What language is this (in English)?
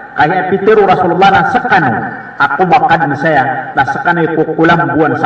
Maranao